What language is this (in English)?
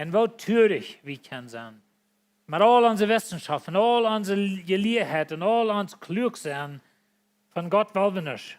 Plautdietsch